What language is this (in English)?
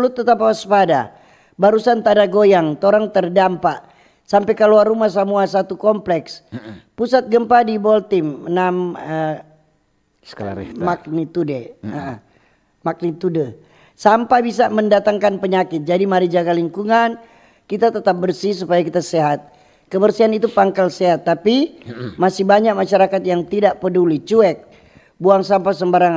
Manado Malay